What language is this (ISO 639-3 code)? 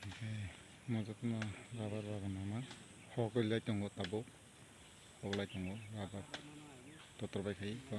trp